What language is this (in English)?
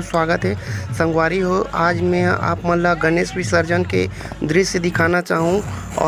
Chhattisgarhi